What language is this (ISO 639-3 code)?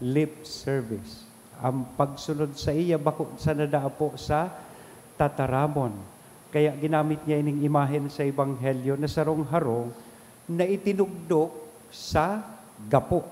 bik